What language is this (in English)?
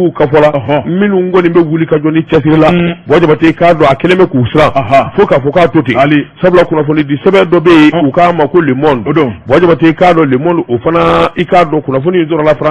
Bambara